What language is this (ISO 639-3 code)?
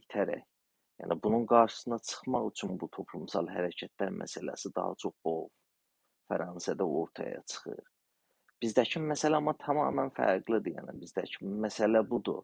azb